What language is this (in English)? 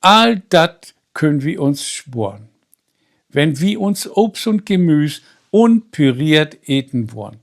Low German